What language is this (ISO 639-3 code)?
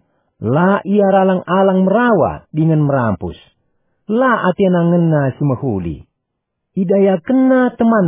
btx